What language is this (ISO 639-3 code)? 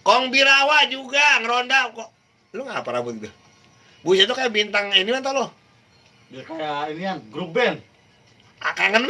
bew